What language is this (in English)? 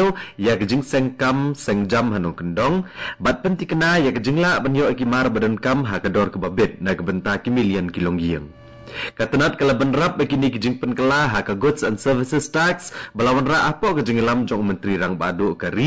Khasi